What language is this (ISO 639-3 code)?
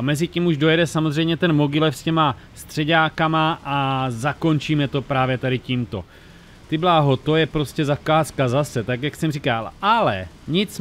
ces